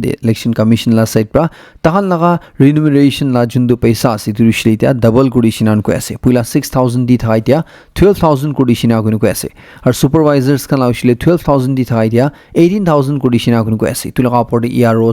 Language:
Naga Pidgin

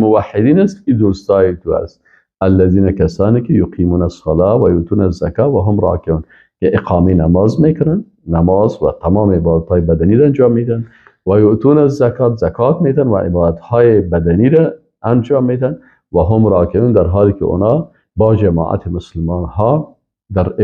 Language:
Persian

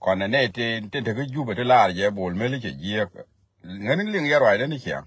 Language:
Nuer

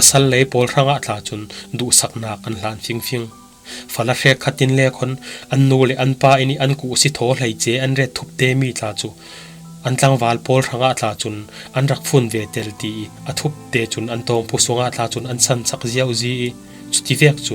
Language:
Falam Chin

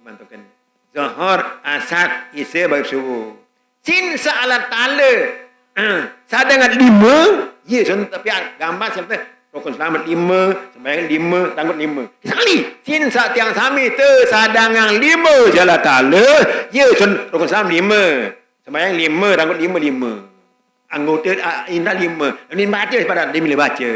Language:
Sasak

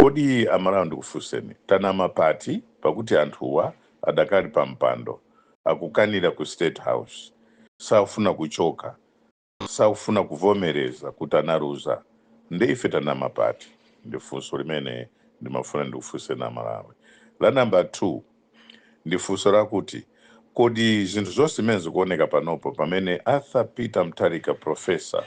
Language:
Nyanja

